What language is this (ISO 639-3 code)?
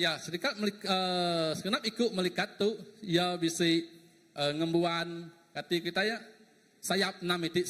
iba